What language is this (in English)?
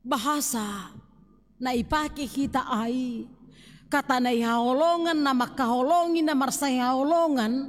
Batak Simalungun